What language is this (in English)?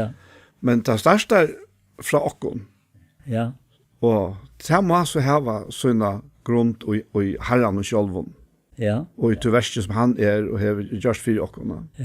Faroese